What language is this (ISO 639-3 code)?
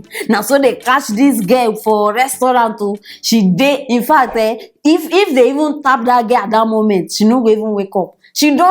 pcm